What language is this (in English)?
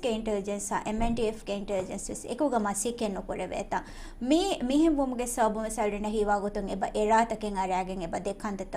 Divehi